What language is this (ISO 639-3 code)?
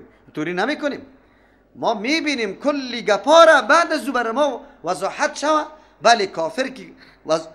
fas